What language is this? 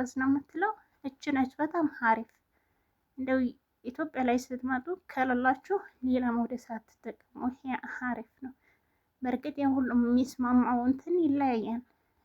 Amharic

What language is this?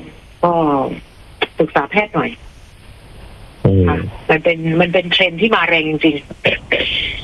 Thai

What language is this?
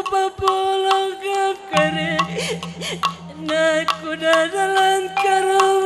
Batak Karo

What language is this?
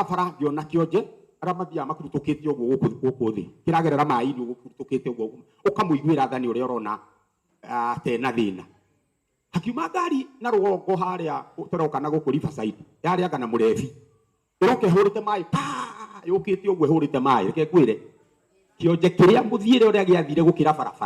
Kikuyu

